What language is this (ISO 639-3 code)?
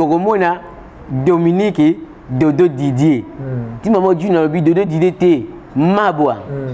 lin